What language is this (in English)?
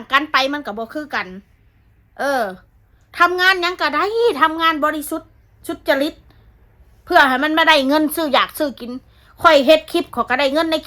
Northeastern Thai